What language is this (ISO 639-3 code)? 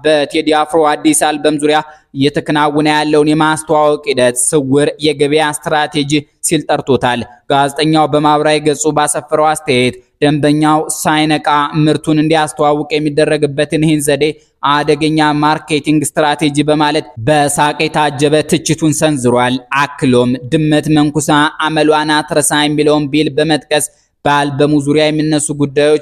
amh